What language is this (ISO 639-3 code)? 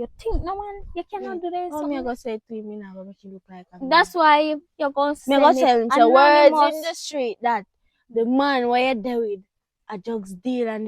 jam